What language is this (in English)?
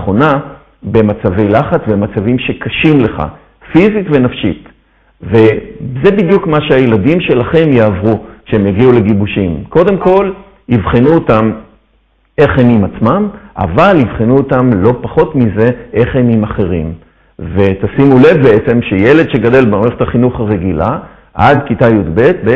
Hebrew